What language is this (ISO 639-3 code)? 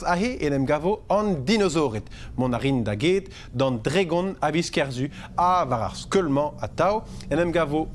bre